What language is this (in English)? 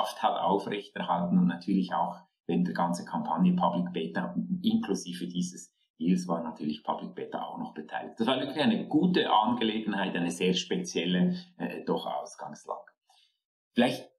German